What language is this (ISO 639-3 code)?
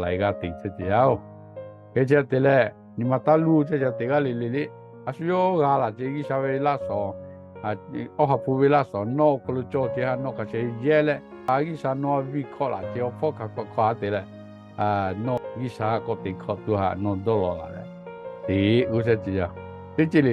lhu